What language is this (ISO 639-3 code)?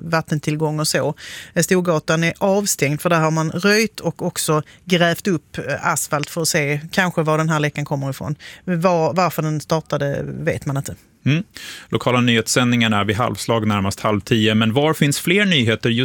swe